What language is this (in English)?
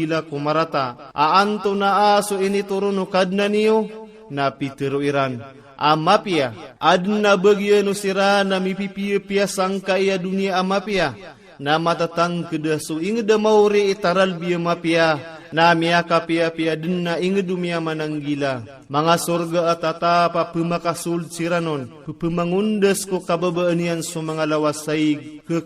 Maranao